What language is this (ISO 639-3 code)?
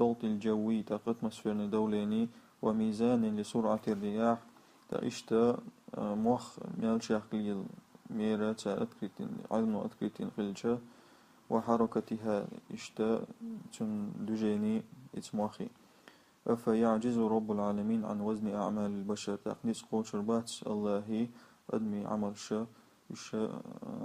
che